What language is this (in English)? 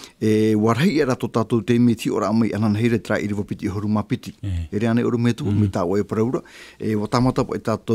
Tahitian